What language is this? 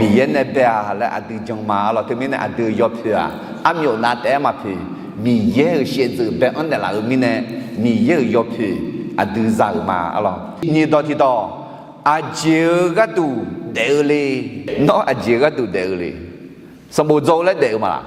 Akha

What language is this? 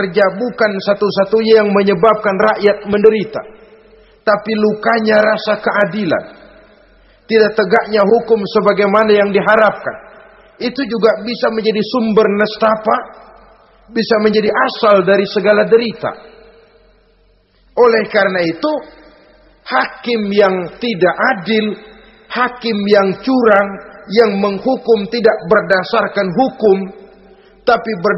Indonesian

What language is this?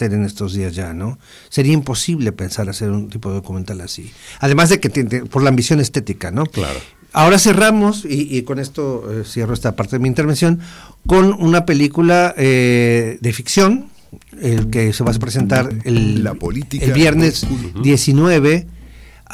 Spanish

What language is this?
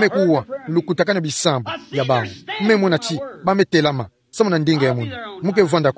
Kituba (Democratic Republic of Congo)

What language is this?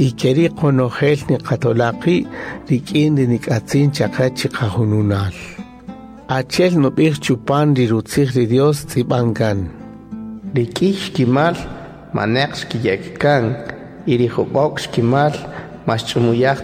Kaqchikel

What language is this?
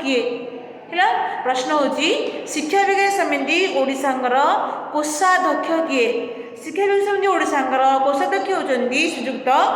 Odia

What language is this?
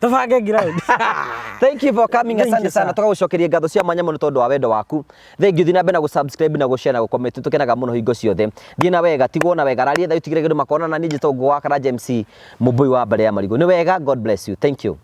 Kikuyu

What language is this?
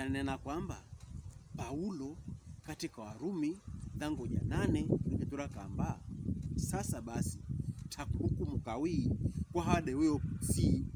Pokomo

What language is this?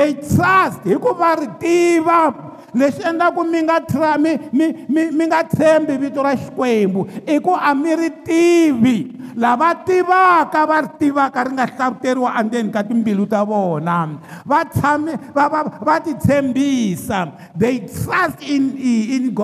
Tsonga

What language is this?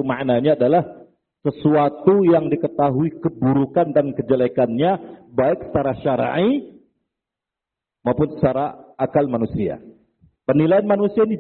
Indonesian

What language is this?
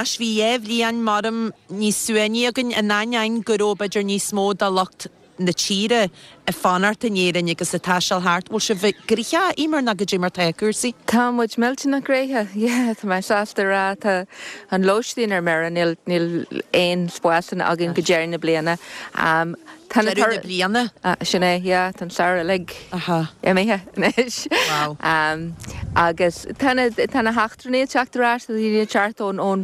Irish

